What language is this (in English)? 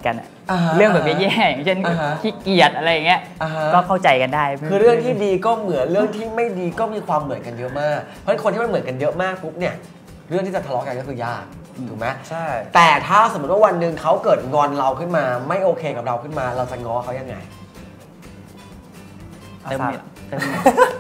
Thai